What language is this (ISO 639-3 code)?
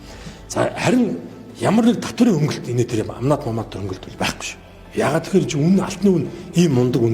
mon